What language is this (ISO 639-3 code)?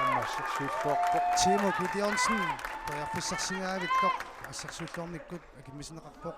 kal